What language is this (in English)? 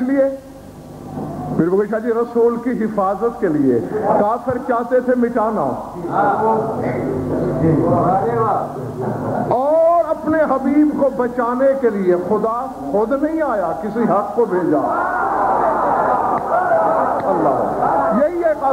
Urdu